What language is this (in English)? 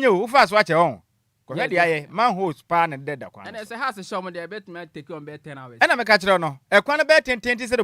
Akan